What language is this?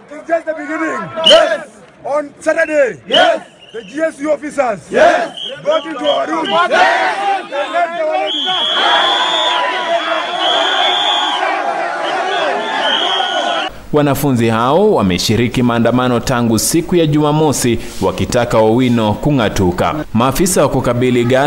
Swahili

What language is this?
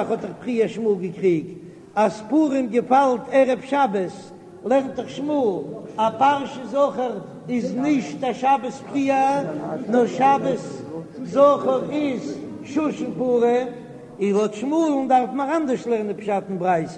Yiddish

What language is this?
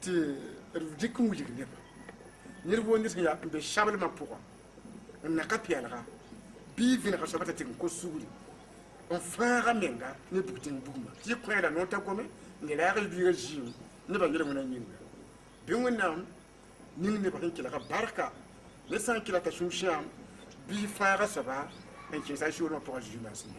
Mossi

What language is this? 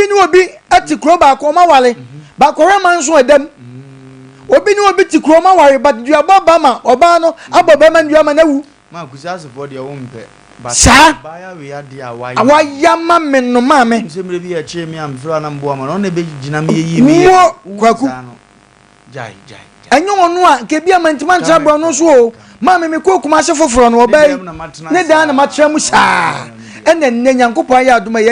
Akan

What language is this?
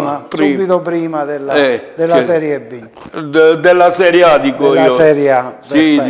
Italian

